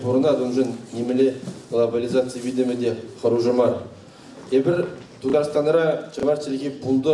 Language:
Chuvash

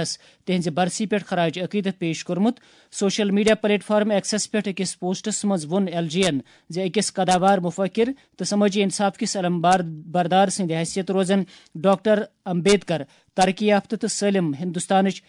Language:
Kashmiri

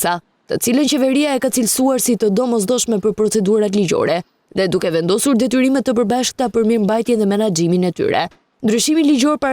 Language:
Albanian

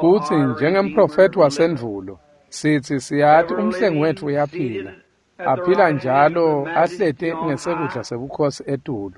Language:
Swati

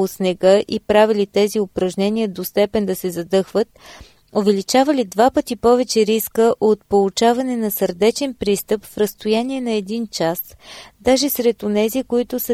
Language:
Bulgarian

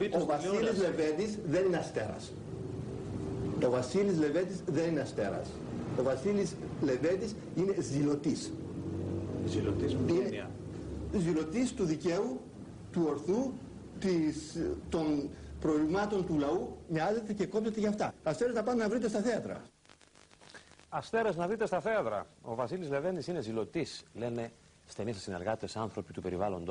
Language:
Greek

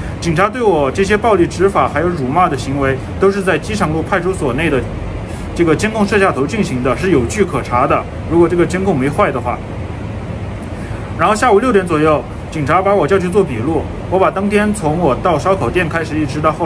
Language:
Chinese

